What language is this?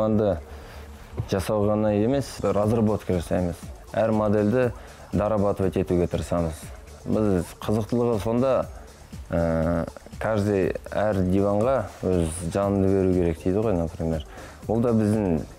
Kazakh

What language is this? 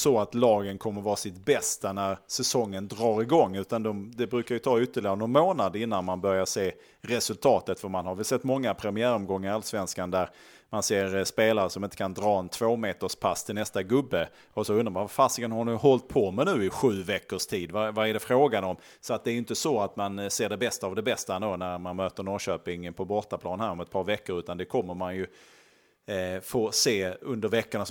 Swedish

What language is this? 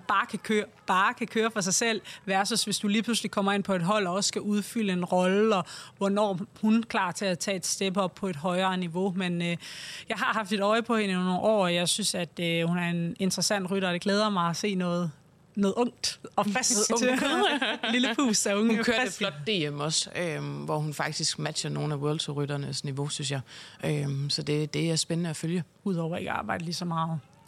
Danish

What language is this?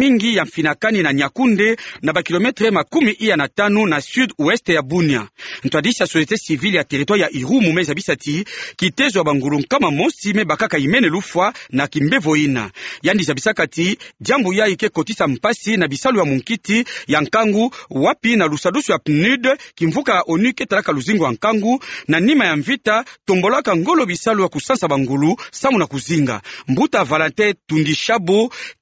Kituba (Democratic Republic of Congo)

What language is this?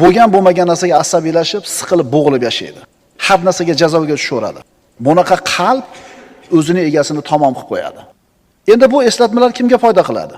Uzbek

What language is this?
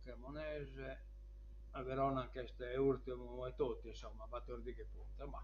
Sardinian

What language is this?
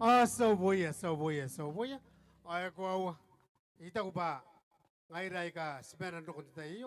Gilbertese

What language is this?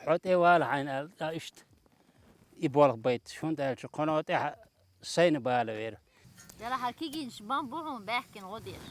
Chechen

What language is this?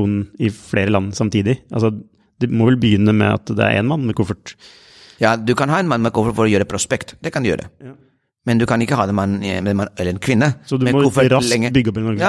Norwegian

